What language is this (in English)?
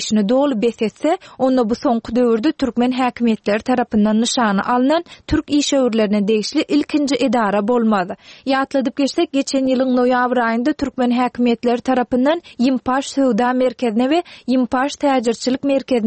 Turkmen